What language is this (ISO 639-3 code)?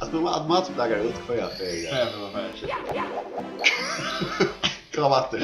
fao